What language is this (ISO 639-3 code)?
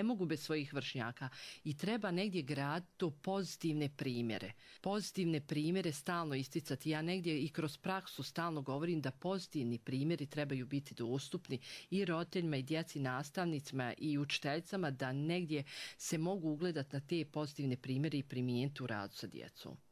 bos